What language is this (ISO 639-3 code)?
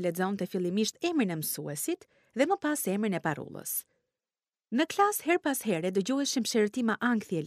sqi